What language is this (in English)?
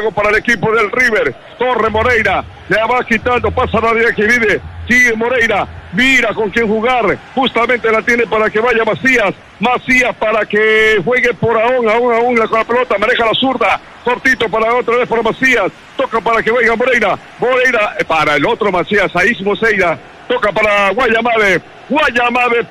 Spanish